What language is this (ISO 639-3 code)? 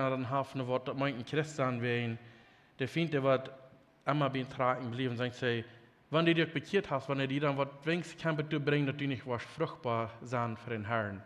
pdt